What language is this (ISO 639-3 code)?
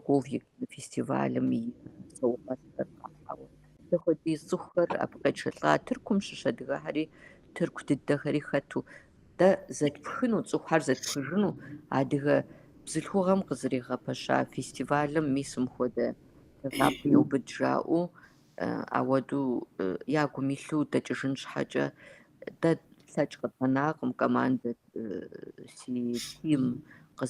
kbd